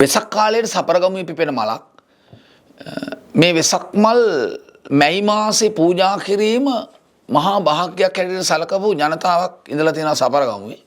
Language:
Sinhala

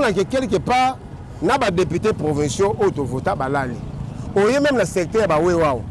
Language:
Lingala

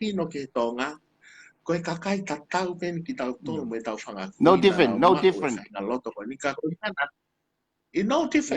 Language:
Tongan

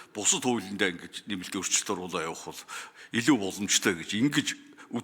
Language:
Mongolian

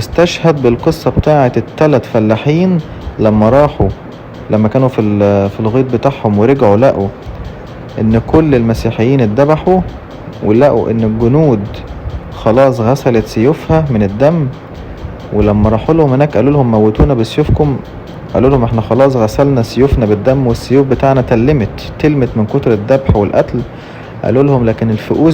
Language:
Egyptian Arabic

